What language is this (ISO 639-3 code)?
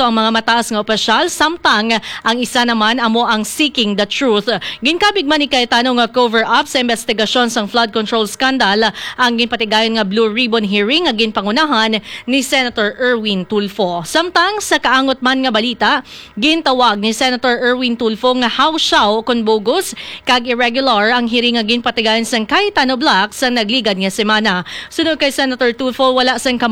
hil